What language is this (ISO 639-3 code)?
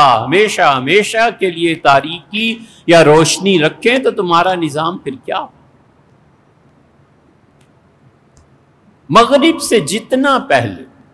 urd